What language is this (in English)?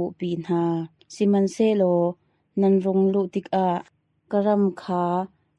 Hakha Chin